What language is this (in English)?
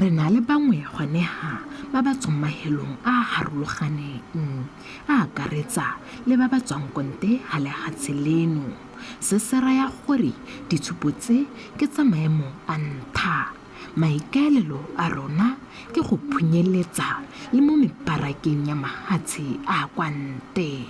Tswana